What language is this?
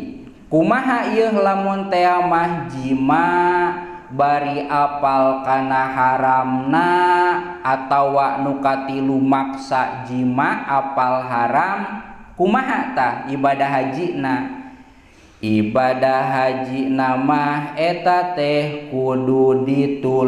Sundanese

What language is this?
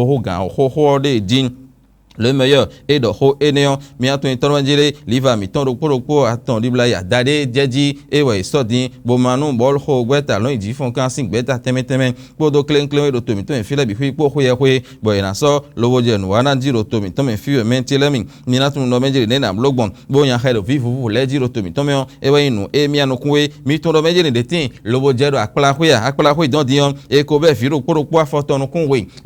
Fon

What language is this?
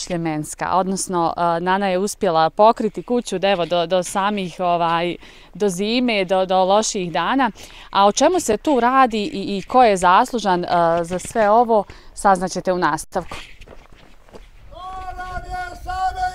Bosnian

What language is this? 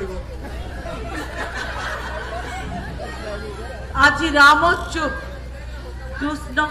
Odia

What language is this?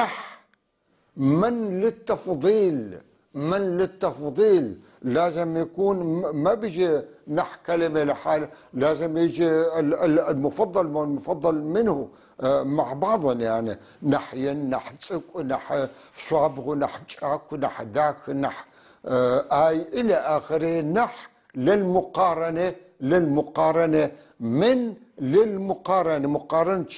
North Levantine Arabic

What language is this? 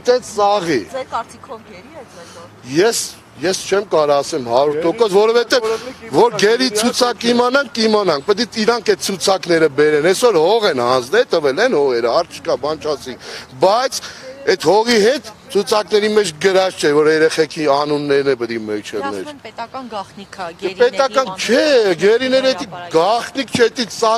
Armenian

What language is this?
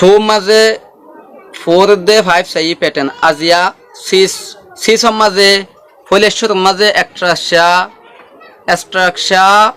Rohingya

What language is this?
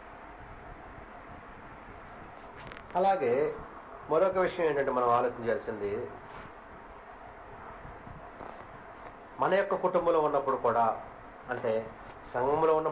Telugu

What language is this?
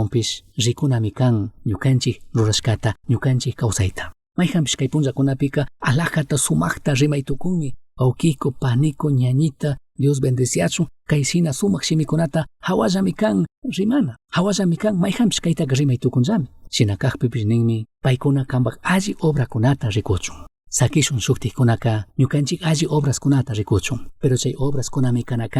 Chimborazo Highland Quichua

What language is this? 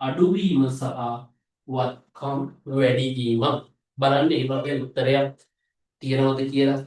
Sinhala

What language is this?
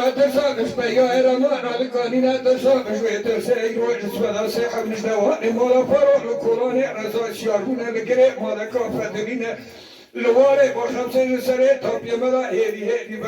Kurdish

